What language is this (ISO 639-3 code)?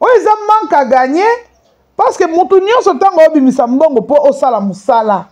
lin